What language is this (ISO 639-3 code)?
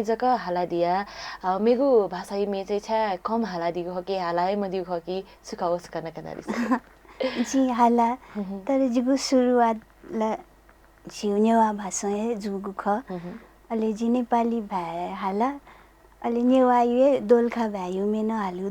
new